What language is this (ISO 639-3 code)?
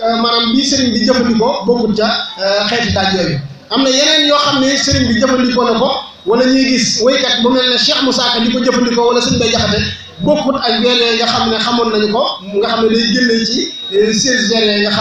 wol